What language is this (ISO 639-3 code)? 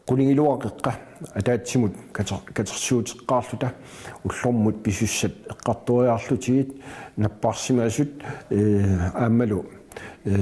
kal